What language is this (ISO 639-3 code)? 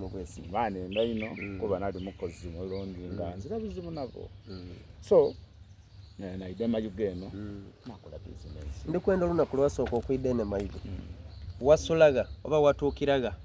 xog